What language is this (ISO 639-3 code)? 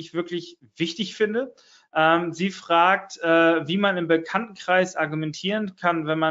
deu